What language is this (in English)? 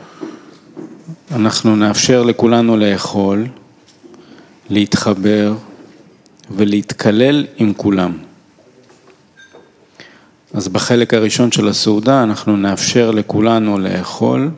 Hebrew